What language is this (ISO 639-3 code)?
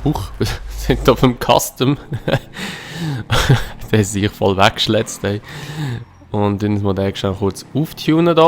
gsw